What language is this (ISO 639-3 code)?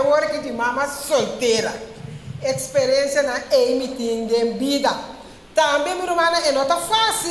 pap